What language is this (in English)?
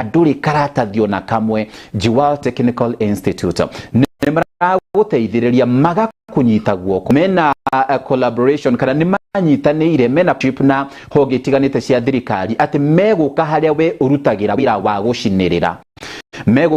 Kikuyu